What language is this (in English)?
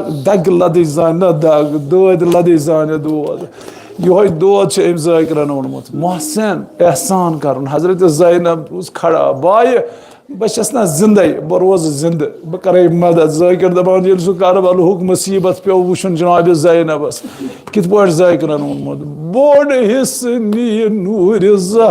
Kashmiri